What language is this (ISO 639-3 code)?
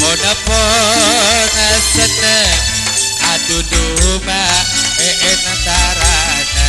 mad